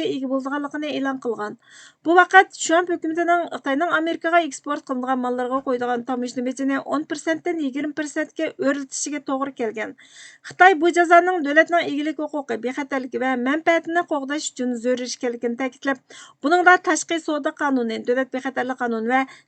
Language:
Uyghur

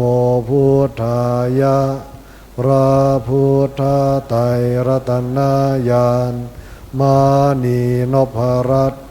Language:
Pali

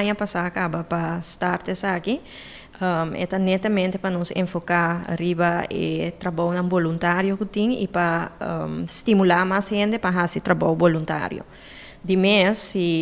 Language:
Papiamento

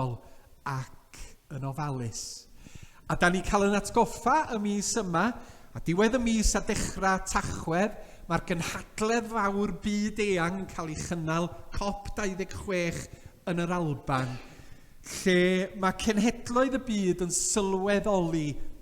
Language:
Welsh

